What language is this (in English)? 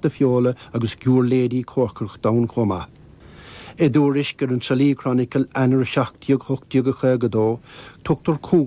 Irish